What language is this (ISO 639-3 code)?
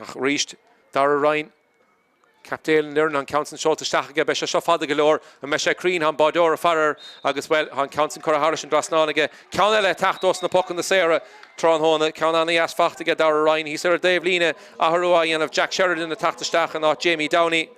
gle